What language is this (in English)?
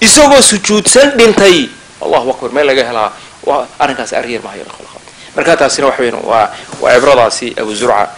Somali